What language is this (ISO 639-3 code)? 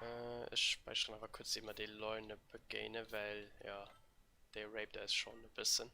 ltz